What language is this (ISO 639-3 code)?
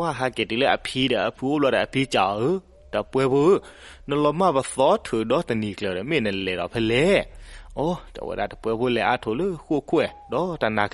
ksw